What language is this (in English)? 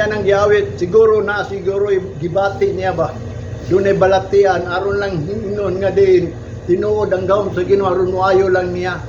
Cebuano